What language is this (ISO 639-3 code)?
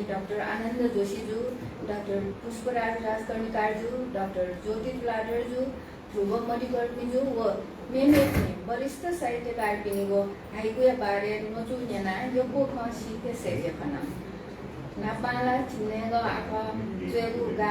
new